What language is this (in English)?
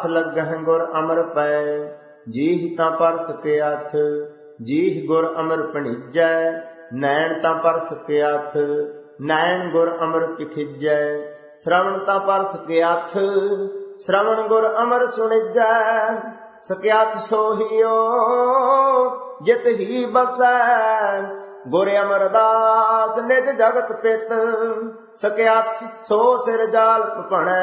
Punjabi